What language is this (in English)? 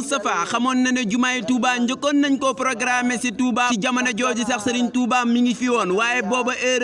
Wolof